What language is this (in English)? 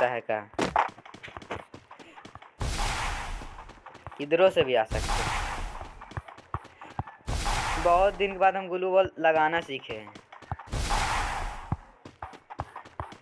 Hindi